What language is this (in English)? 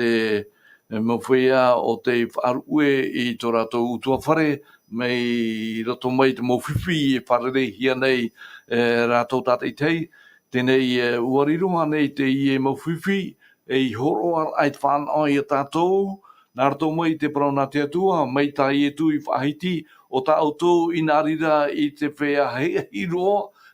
Tahitian